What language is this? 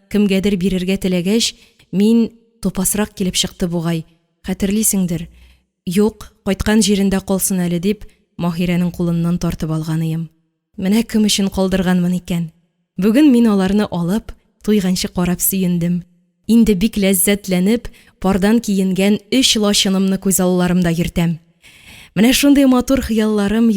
Tatar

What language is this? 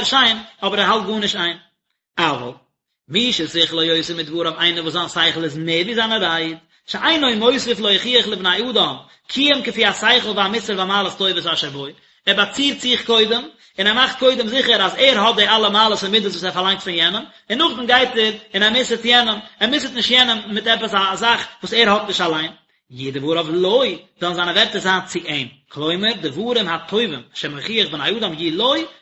Yiddish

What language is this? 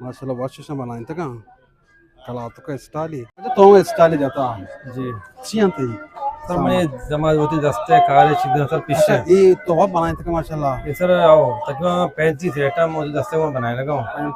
Eastern Balochi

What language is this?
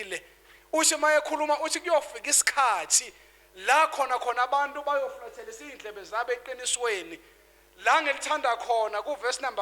Zulu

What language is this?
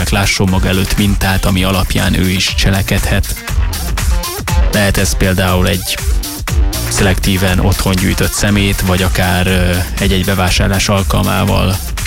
Hungarian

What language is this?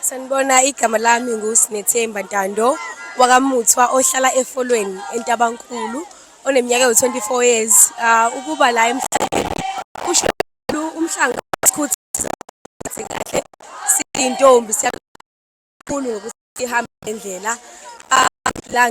Zulu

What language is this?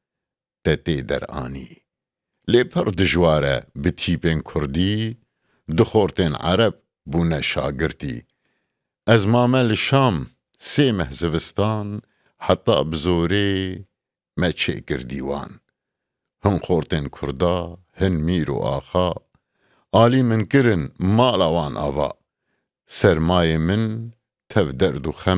Kurdish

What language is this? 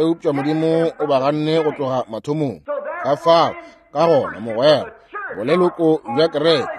Northern Sotho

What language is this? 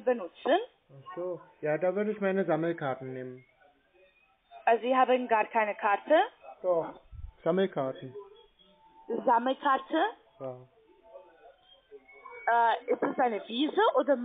German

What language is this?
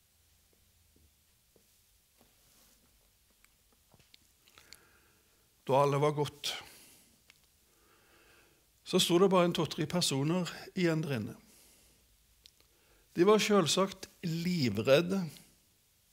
Norwegian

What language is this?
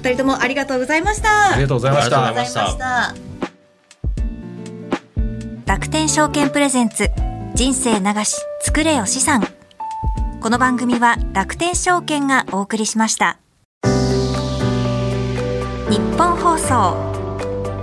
Japanese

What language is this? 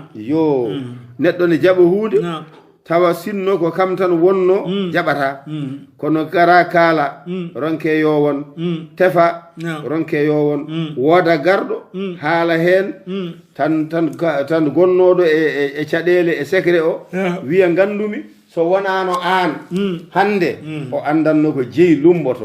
Fula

